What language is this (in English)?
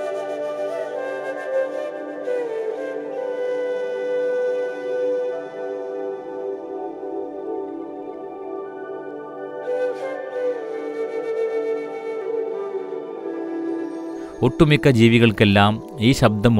Malayalam